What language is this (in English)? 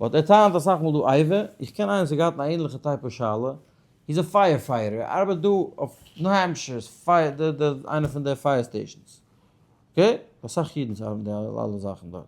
Yiddish